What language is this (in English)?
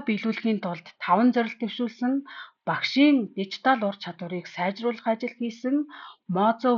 Mongolian